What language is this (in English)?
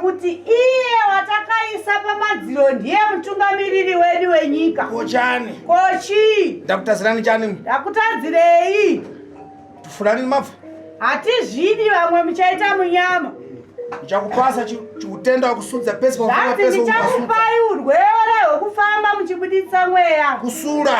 Shona